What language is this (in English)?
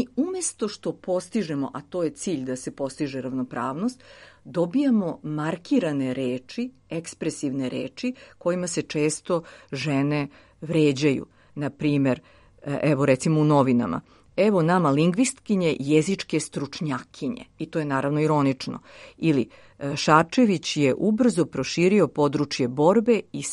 Serbian